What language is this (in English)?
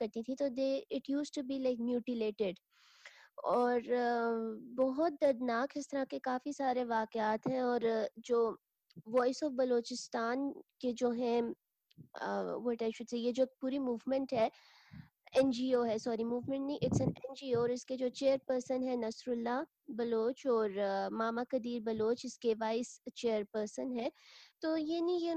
Urdu